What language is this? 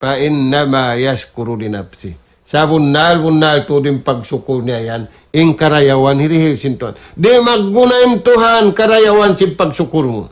Tausug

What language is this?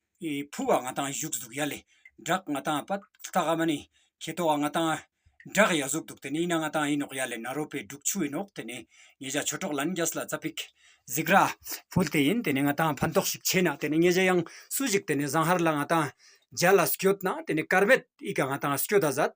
Ladakhi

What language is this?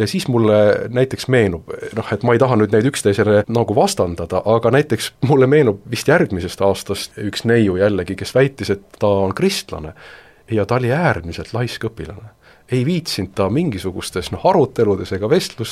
Estonian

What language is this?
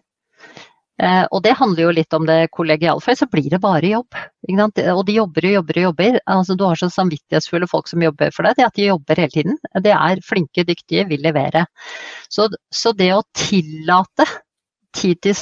Norwegian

